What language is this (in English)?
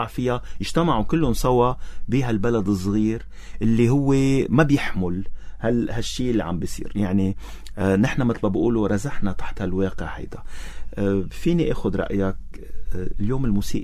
North Levantine Arabic